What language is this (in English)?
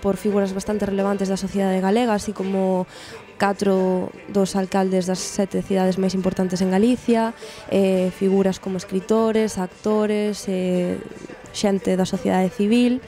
Galician